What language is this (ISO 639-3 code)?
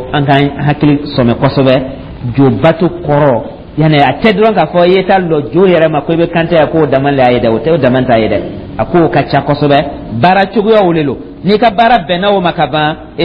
dyu